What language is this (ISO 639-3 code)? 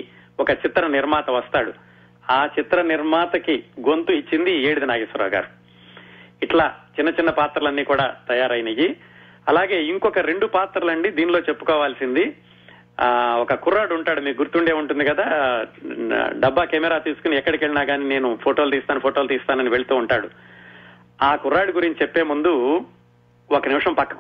tel